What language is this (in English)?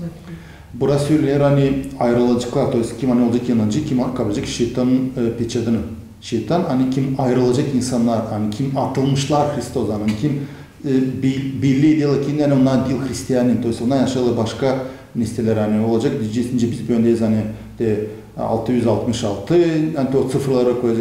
Gagauz